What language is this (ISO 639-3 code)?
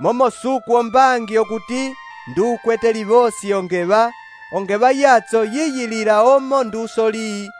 umb